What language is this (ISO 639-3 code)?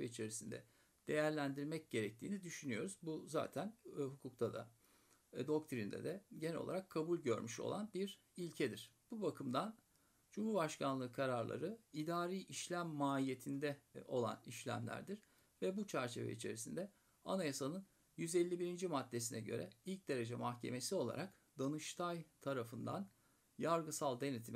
tur